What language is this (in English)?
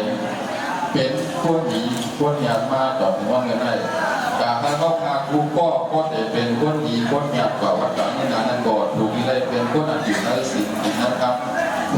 Shan